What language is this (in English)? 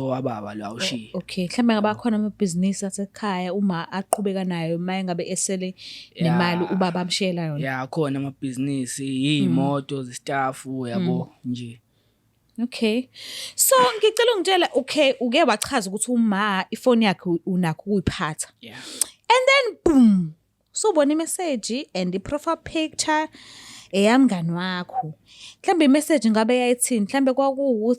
Zulu